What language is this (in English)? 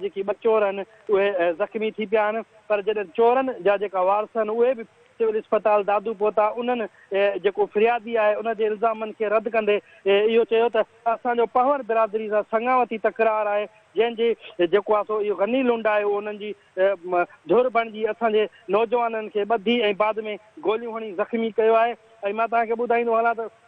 Sindhi